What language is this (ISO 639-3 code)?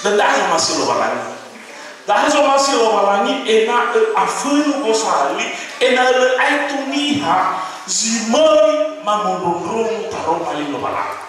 nia